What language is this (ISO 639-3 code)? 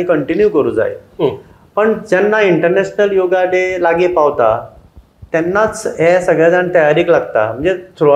kok